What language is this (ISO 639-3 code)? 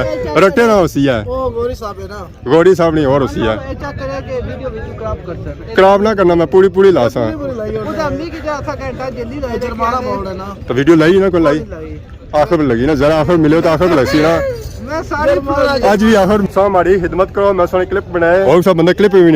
phr